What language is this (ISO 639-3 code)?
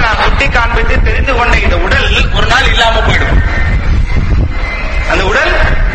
tam